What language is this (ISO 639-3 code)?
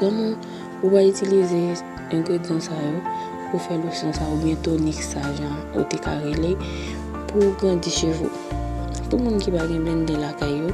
hat